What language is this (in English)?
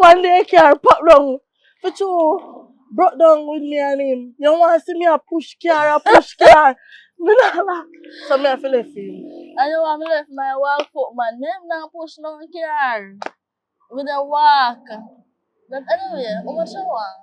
Jamaican Creole English